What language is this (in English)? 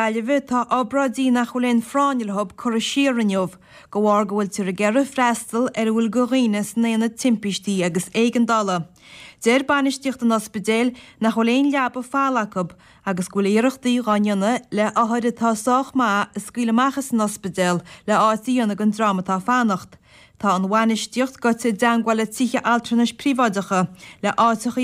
Irish